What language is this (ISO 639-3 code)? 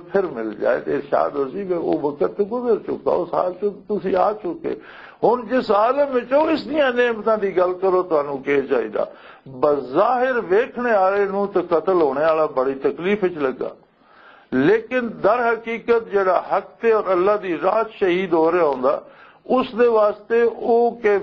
lah